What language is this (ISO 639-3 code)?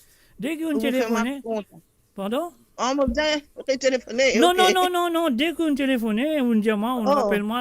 mfe